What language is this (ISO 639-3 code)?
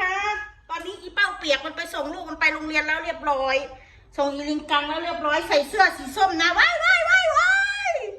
tts